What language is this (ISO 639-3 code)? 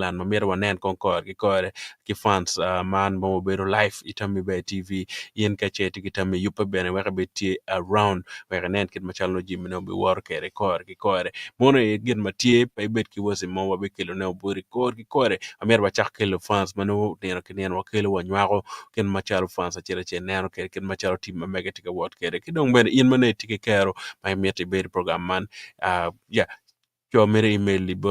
ach